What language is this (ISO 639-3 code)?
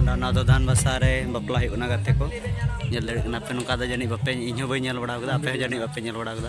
sat